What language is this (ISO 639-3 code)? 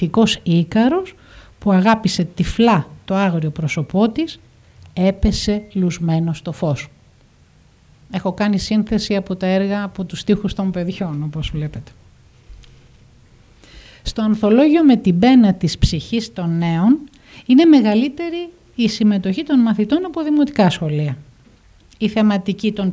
ell